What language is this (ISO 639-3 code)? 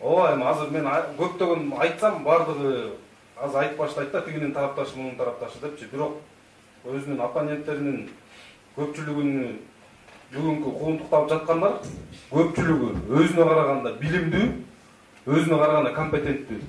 kir